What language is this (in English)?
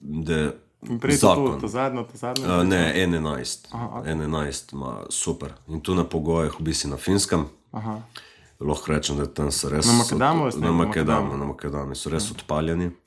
Slovenian